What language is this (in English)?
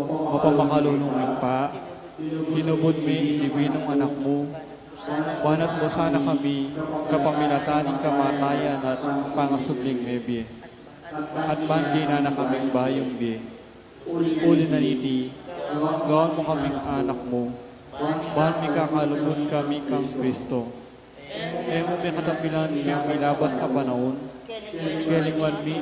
Pampanga